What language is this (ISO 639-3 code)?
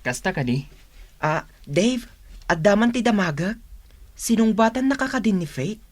ilo